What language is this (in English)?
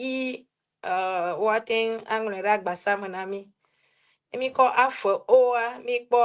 Ewe